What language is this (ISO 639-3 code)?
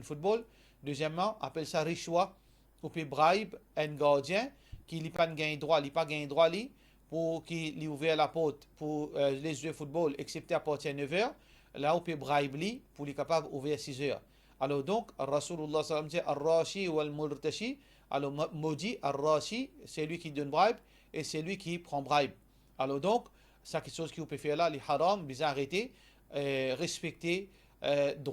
mfe